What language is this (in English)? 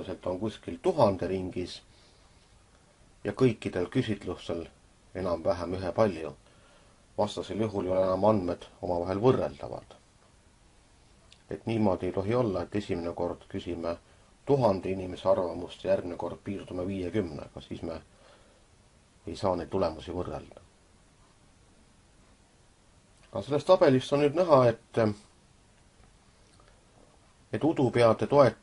Estonian